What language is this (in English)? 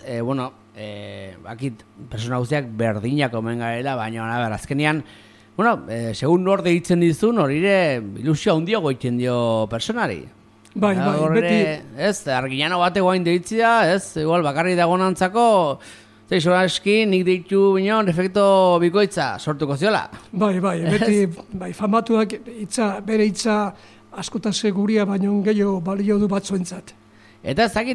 Basque